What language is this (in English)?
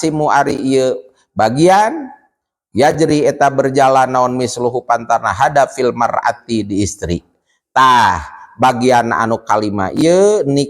Sundanese